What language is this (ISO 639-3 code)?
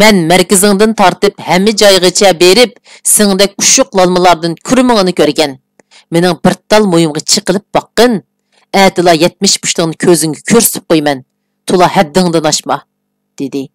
uig